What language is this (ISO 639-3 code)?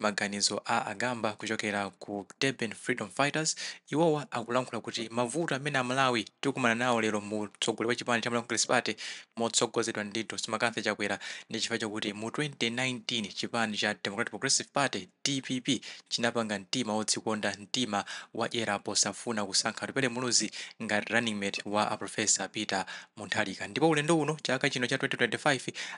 nya